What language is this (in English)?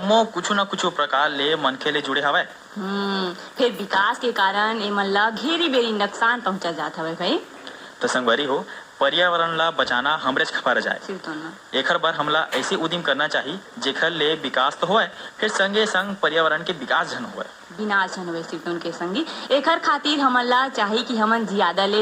Chhattisgarhi